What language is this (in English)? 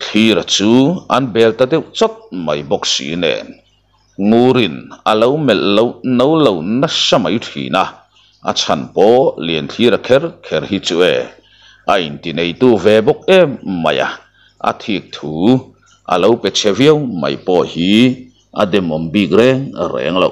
Mizo